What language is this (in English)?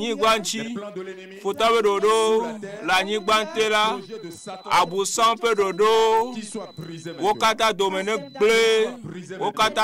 Ewe